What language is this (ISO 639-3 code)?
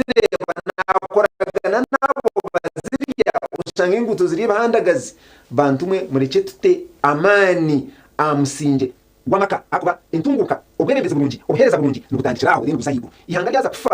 nyn